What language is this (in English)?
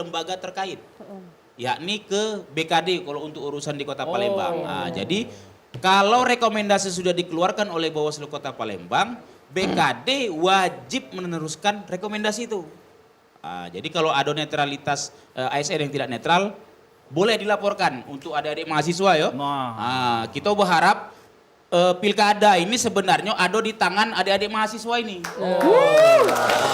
Musi